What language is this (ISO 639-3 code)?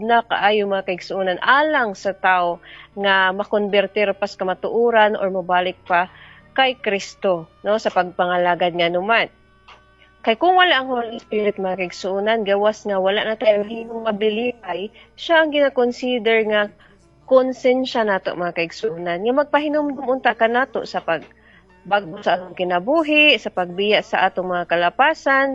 ceb